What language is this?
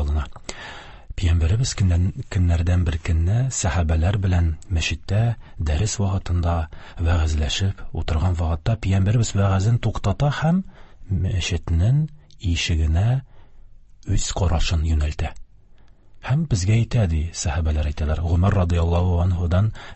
Tatar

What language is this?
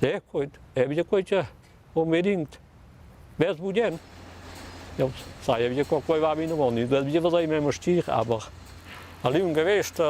Romansh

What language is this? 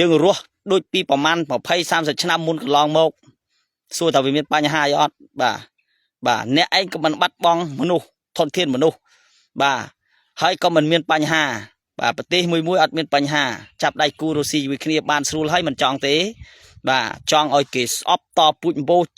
Khmer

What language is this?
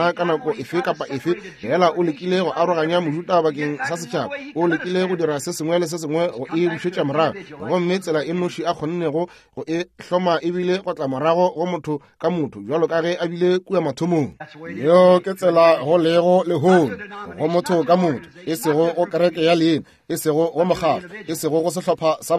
Northern Sotho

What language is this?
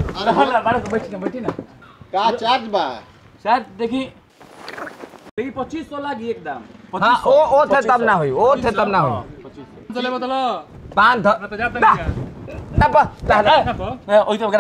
Bhojpuri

